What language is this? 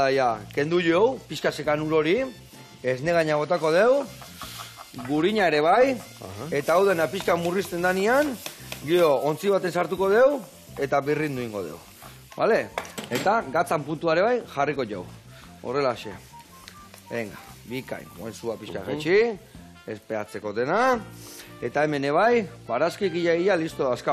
Basque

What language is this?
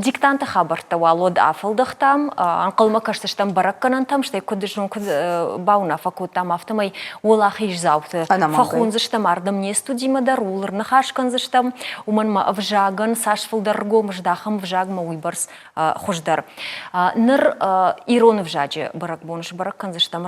Ossetic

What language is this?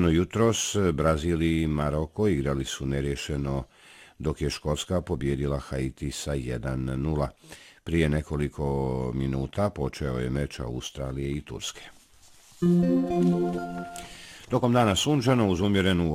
Bosnian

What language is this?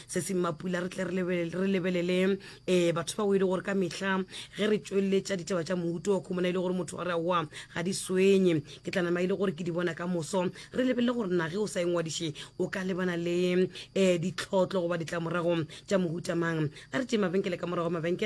Northern Sotho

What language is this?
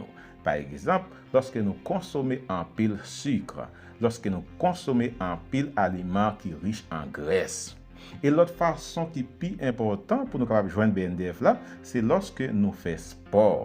Haitian Creole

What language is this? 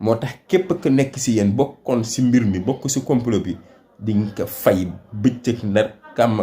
Wolof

